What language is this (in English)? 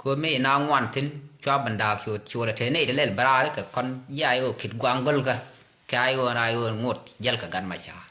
Nuer